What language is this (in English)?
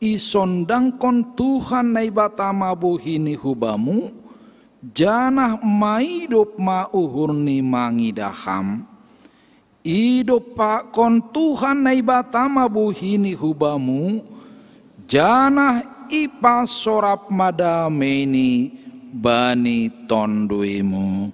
Batak Simalungun